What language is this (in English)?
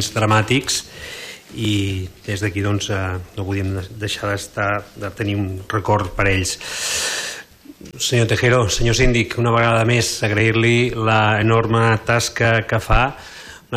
Catalan